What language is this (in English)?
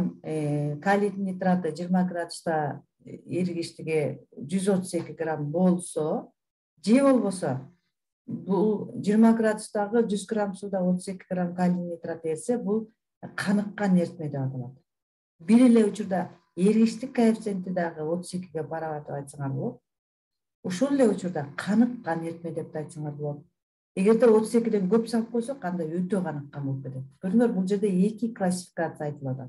Kyrgyz